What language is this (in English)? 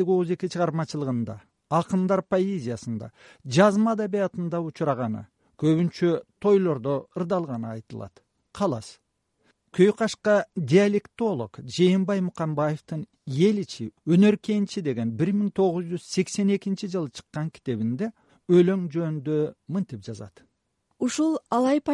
Kyrgyz